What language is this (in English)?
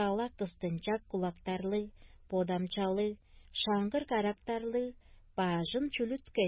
Tuvinian